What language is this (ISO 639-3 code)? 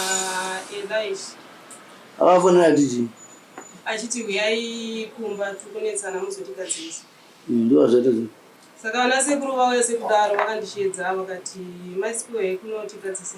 sna